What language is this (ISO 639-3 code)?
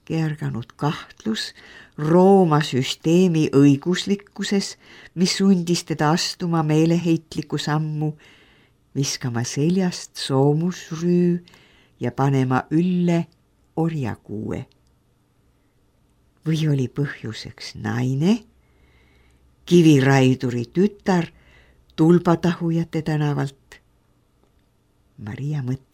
est